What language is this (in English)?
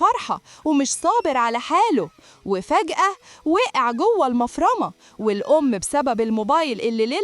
Egyptian Arabic